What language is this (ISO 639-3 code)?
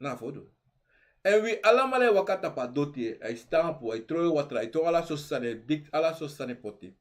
srn